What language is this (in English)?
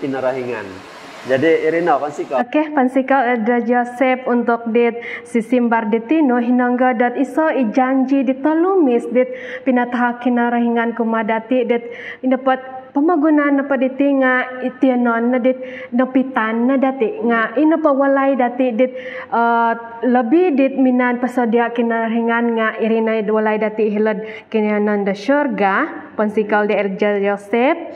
Central Dusun